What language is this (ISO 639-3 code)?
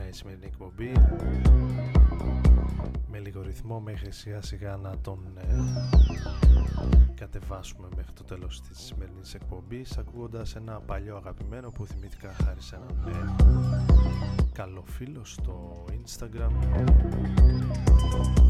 ell